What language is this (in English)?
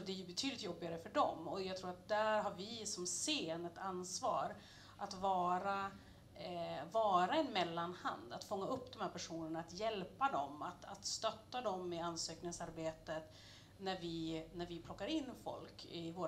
Swedish